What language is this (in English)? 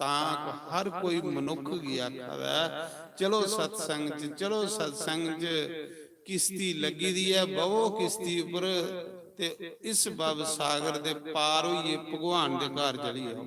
Dogri